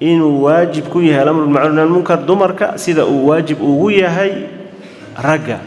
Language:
Somali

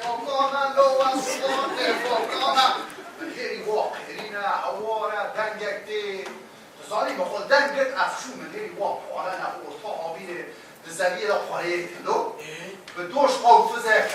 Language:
Kurdish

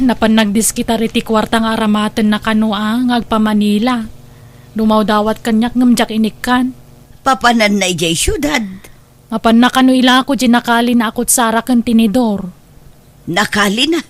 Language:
Iloko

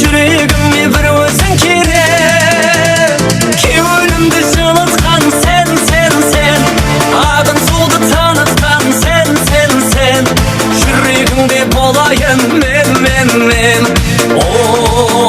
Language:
Kara-Kalpak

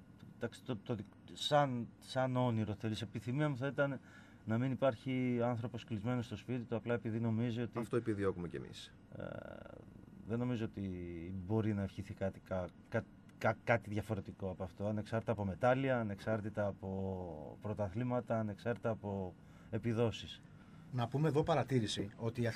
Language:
Greek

